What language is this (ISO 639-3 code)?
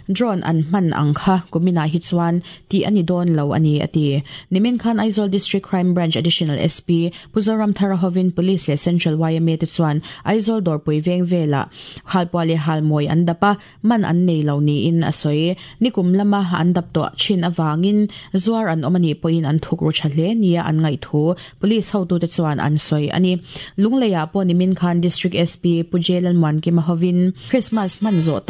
lus